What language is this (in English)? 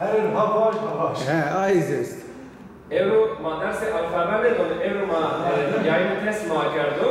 Zaza